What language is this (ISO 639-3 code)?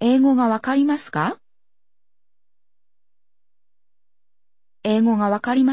jpn